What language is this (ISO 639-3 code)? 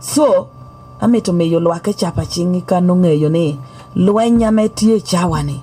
laj